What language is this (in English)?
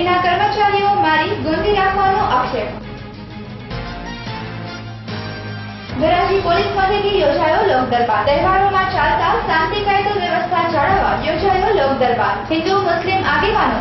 Gujarati